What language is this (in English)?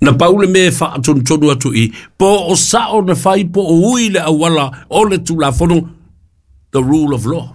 Samoan